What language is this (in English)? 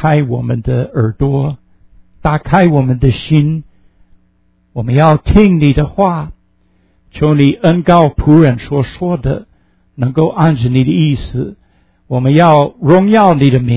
Chinese